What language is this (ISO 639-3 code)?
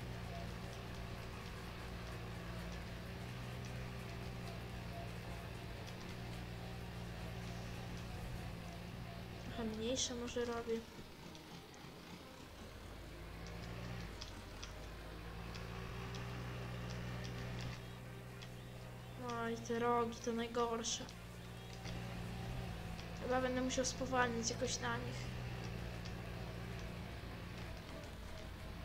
pol